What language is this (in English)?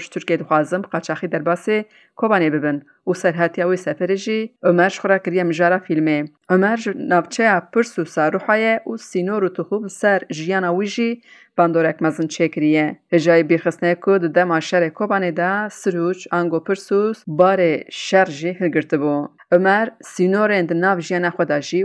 Kurdish